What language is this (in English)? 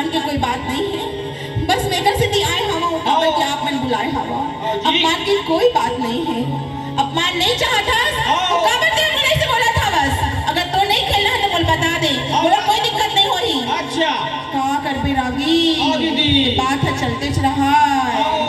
Chhattisgarhi